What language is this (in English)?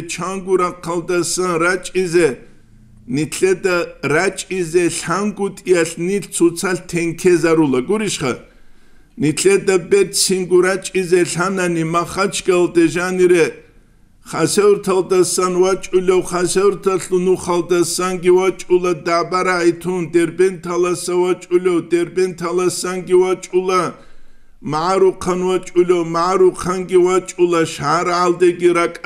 Avaric